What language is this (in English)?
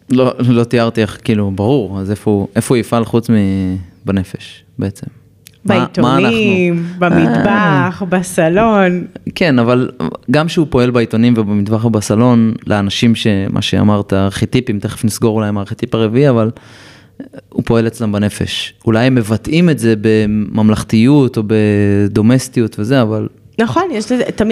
Hebrew